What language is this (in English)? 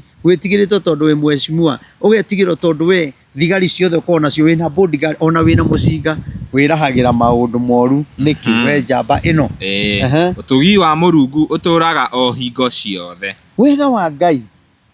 Kikuyu